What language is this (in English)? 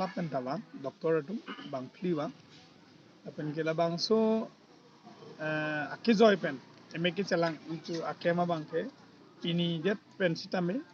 Karbi